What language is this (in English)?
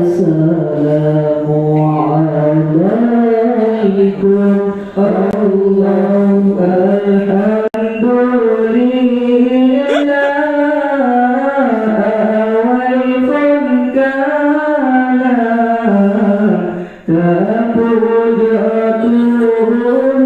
Achinese